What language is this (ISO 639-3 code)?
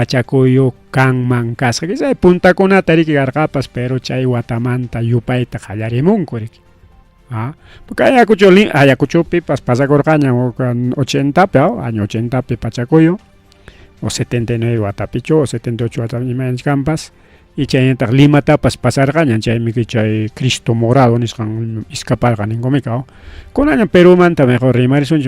quy